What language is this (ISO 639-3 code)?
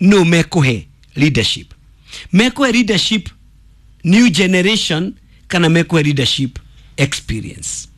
kik